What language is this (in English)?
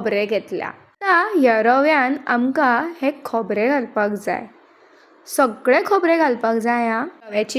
Konkani